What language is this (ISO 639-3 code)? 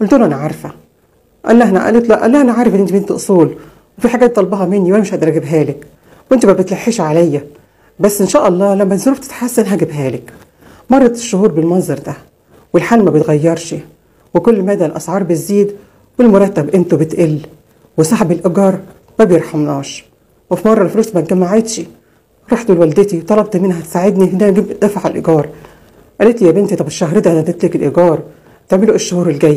arz